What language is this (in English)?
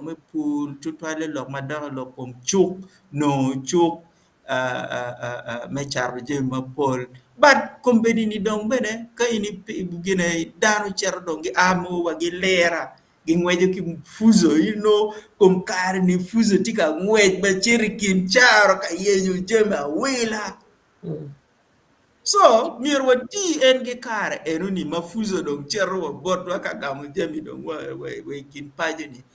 Acoli